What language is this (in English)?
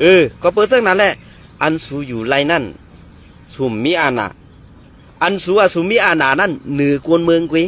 Shan